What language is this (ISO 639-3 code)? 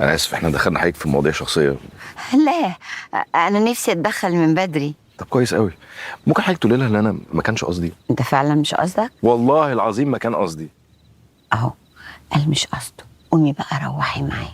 arz